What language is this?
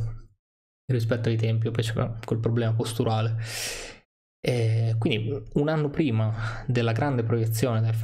Italian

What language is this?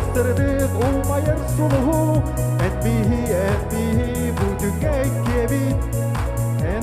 Yakut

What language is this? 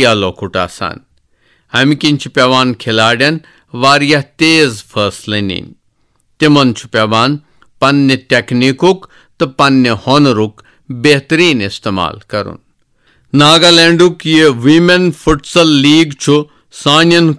Kashmiri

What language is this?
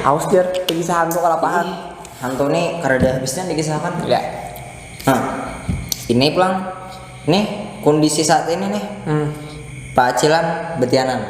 Banjar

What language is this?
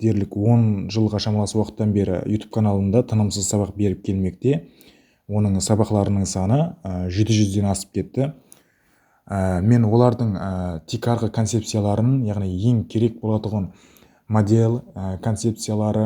Kara-Kalpak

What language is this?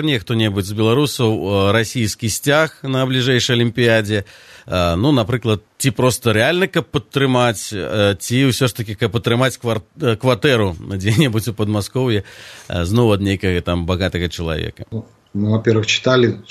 Belarusian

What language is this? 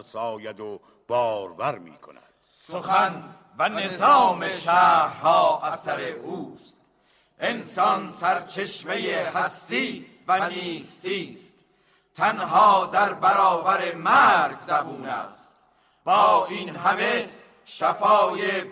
Persian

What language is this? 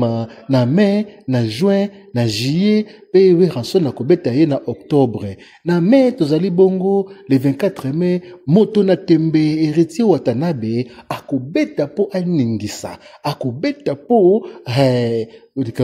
Lingala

